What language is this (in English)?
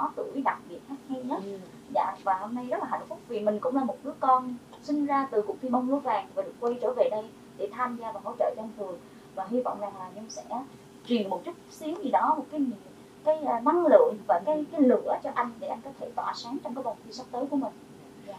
Vietnamese